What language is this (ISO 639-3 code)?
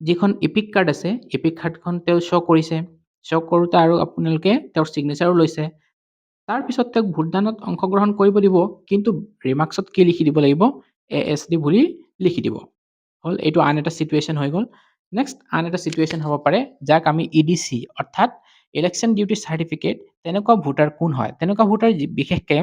asm